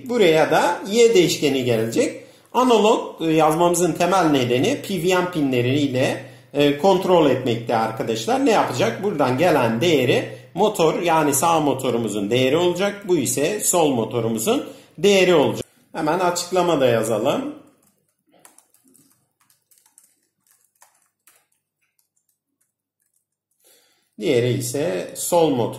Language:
Turkish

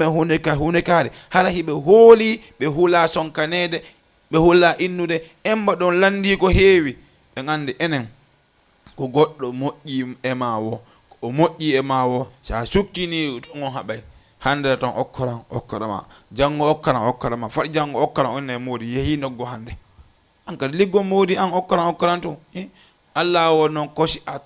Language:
Fula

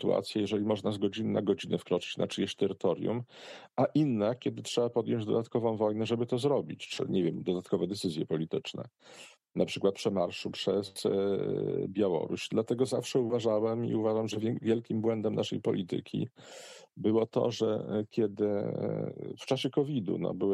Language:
Polish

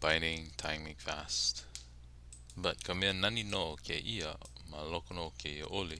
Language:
Hawaiian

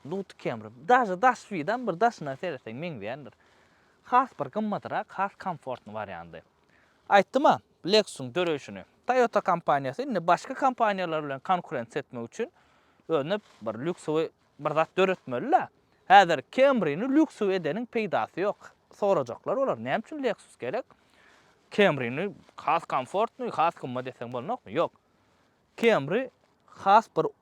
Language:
Turkmen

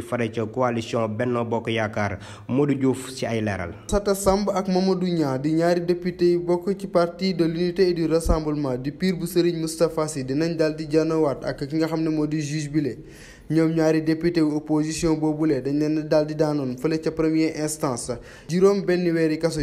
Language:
Wolof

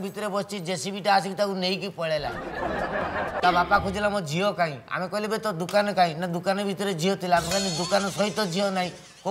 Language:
Odia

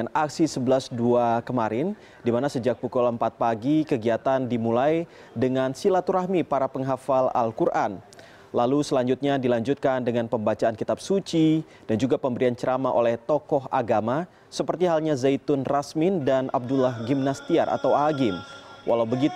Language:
Indonesian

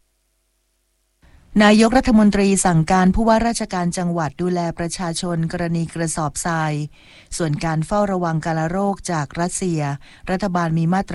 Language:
Thai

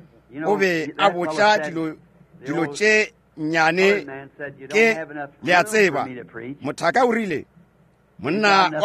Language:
Northern Sotho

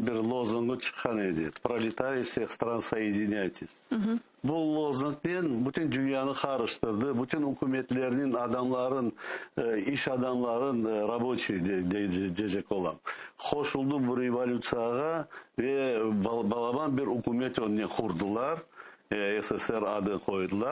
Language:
Crimean Tatar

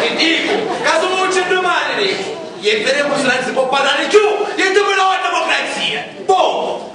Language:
Sicilian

